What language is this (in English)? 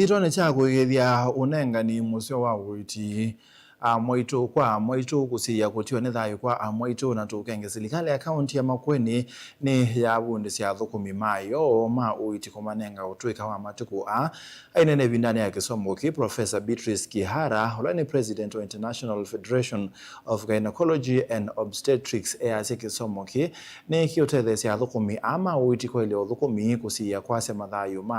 Kamba